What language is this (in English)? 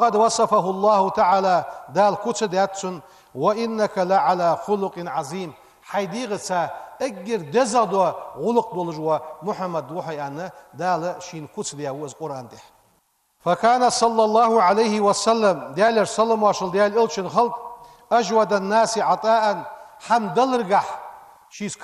Ingush